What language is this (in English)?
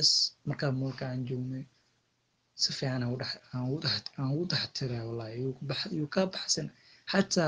Somali